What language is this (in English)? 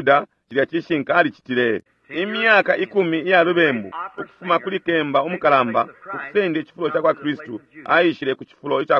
Bemba